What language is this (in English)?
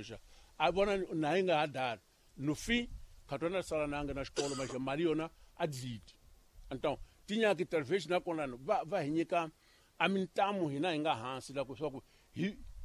Tsonga